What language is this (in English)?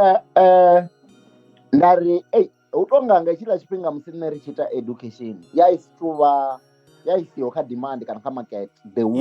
Venda